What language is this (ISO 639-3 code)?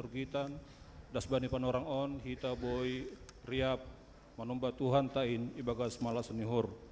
bts